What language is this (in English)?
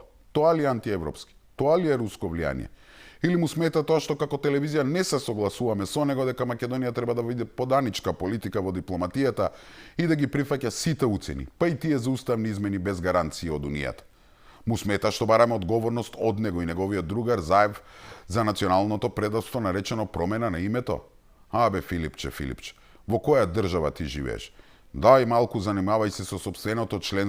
Macedonian